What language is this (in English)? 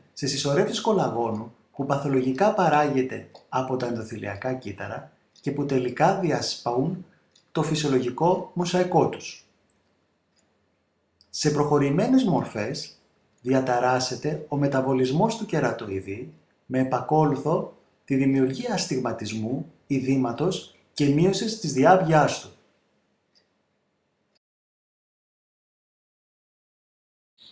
Greek